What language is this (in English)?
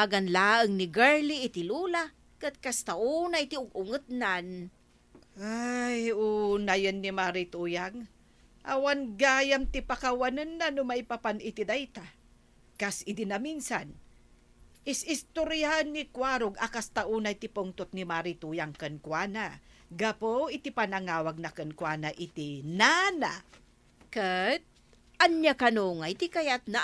Iloko